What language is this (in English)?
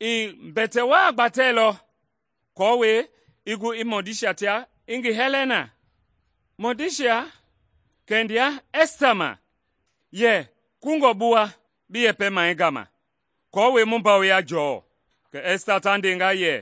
Mende